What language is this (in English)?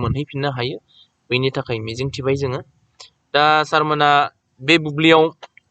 Bodo